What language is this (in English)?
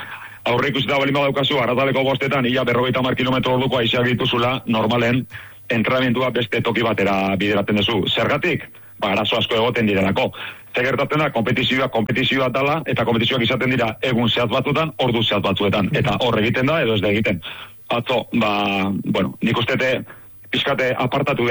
Basque